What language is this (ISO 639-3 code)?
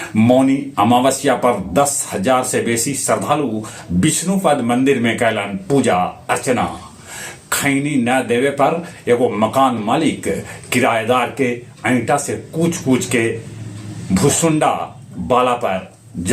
mag